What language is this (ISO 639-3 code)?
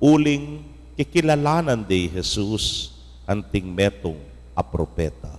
pam